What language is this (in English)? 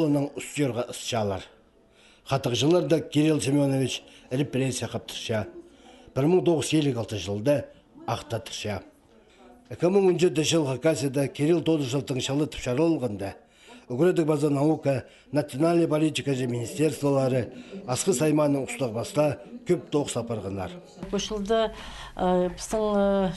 Khakas